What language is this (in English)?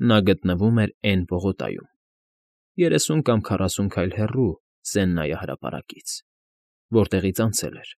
Armenian